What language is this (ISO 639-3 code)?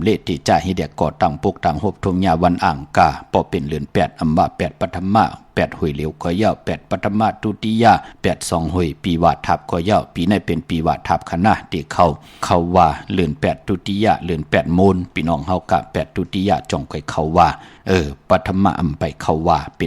shn